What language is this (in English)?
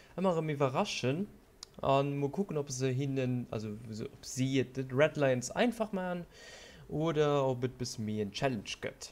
Luxembourgish